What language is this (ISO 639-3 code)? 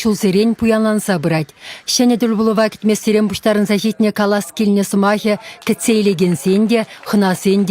chv